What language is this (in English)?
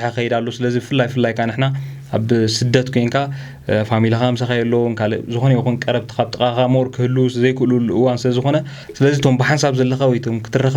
Tigrinya